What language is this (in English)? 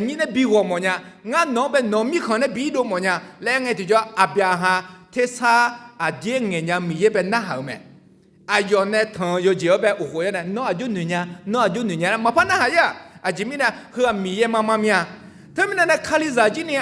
Akha